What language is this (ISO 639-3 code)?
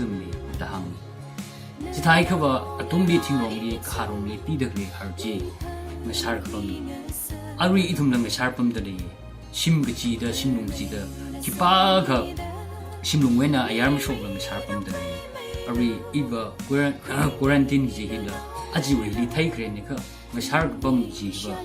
nmf